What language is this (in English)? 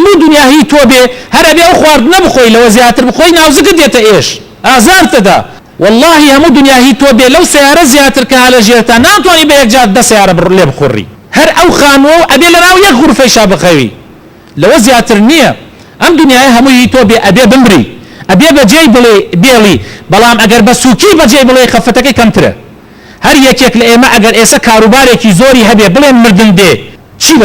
Central Kurdish